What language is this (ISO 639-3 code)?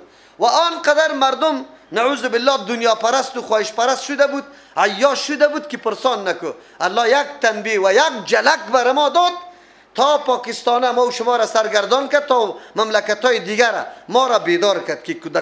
fas